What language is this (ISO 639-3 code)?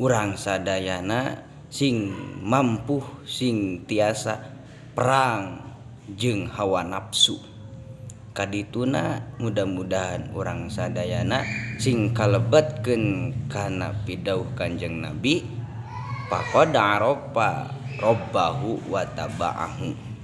sun